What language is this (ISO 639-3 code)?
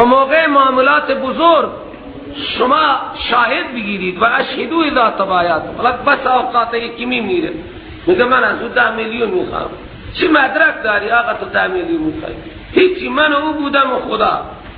fas